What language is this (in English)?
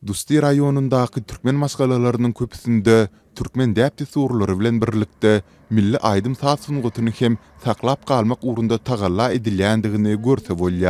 Turkmen